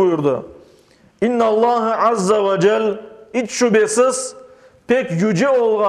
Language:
Crimean Tatar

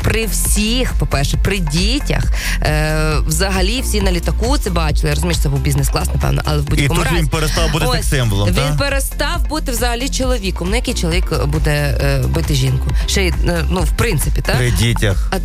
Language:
Ukrainian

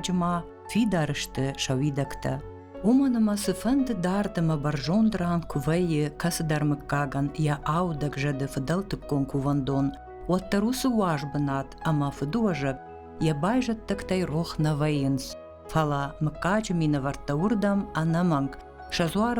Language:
Ossetic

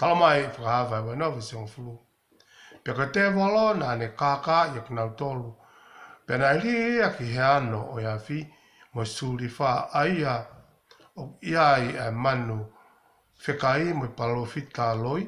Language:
Tongan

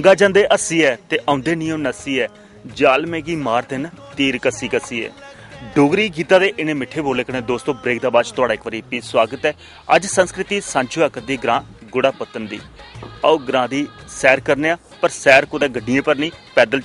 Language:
Dogri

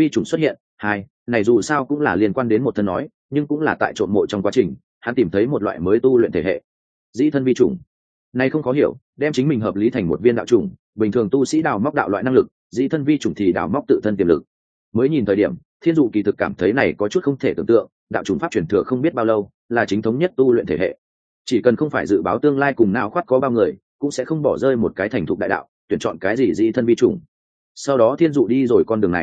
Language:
Vietnamese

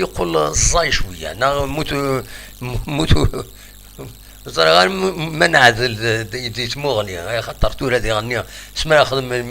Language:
Kabyle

